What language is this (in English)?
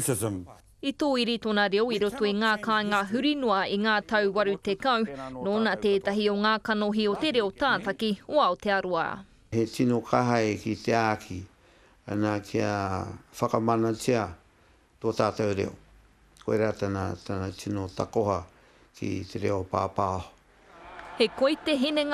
Māori